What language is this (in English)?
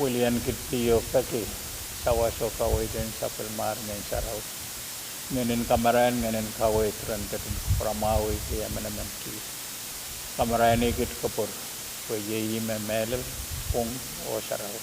Pohnpeian